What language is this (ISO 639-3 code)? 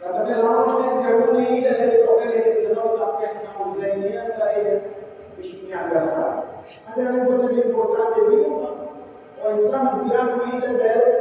tet